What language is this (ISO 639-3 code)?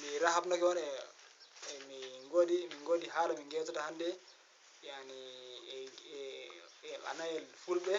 ful